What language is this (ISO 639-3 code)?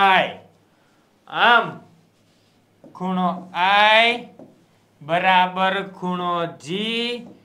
guj